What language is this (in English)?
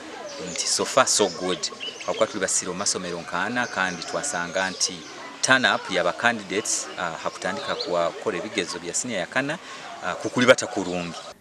Nyankole